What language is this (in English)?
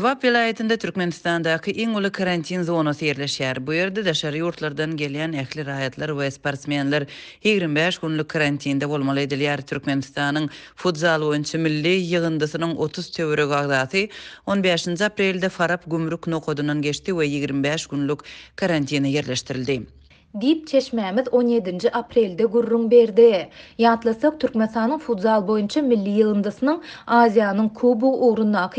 Turkmen